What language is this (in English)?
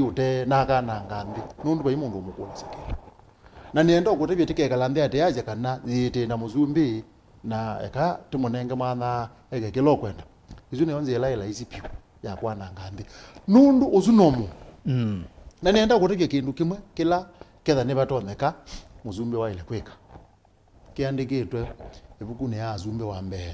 Kamba